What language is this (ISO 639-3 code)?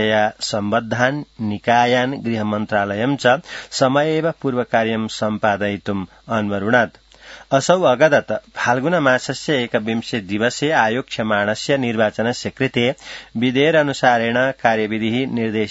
san